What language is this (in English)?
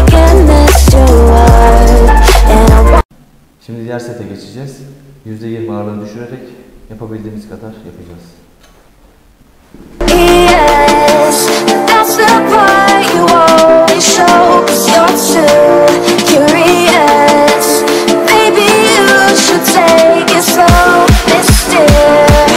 Turkish